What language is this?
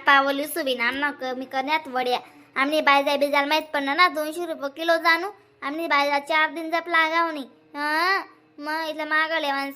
Khandesi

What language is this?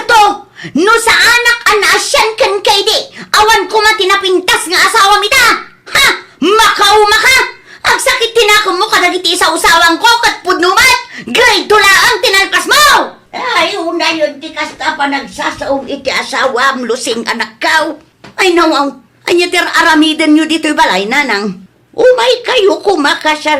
Iloko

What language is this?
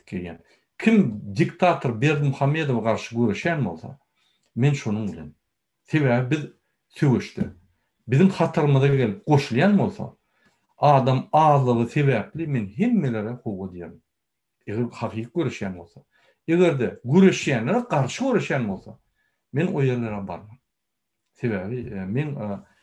Turkmen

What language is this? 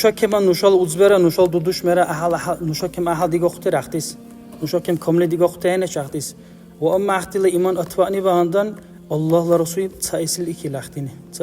Dargwa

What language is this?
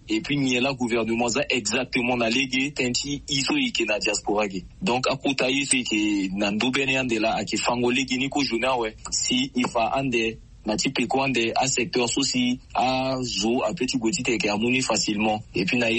Sango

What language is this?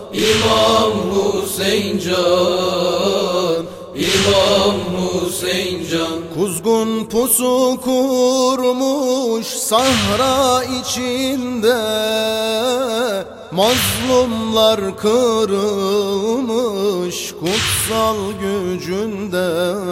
Turkish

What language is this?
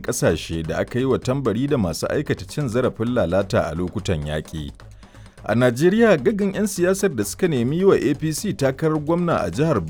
Hausa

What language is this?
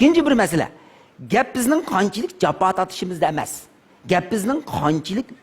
Uyghur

